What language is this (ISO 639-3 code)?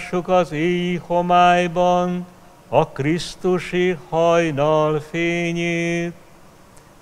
hun